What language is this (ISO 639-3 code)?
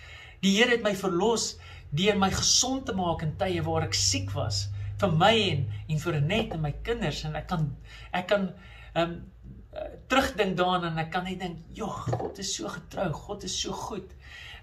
afr